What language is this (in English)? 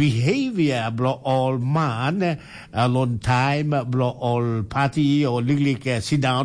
Tok Pisin